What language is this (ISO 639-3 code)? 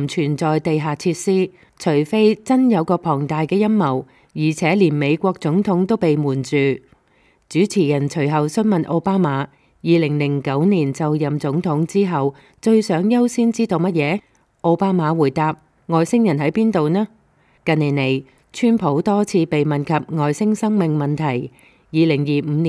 yue